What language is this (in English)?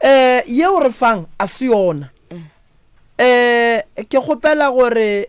Northern Sotho